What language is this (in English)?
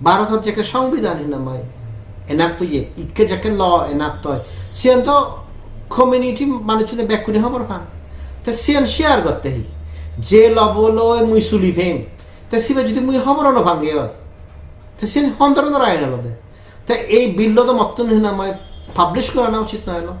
Chakma